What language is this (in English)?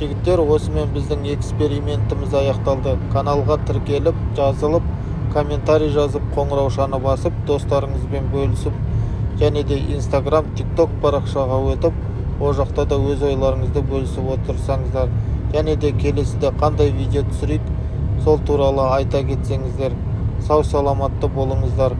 Kazakh